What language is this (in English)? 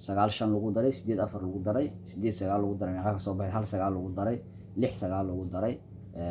Somali